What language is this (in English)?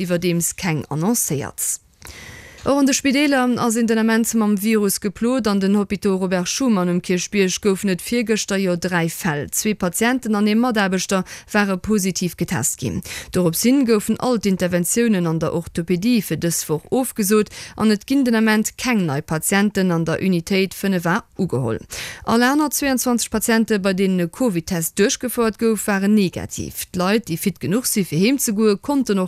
Luxembourgish